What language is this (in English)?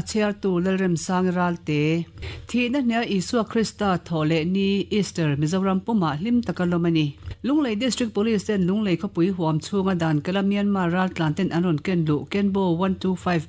Mizo